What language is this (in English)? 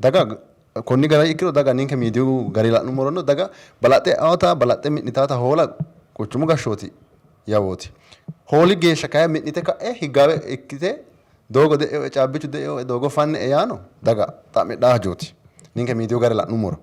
Sidamo